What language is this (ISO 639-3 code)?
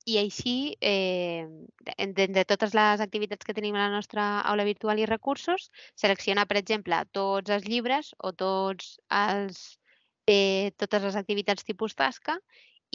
cat